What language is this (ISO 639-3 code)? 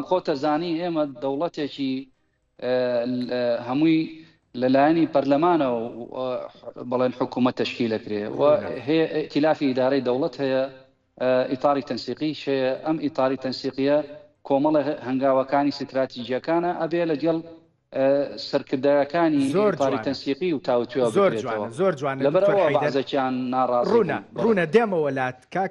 ckb